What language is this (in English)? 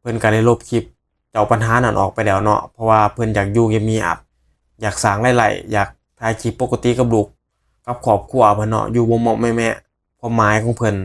Northeastern Thai